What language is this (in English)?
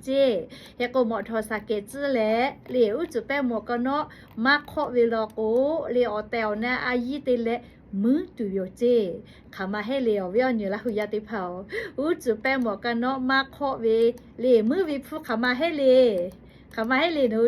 Lahu